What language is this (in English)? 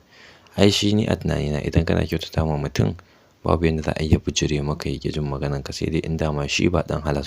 Hausa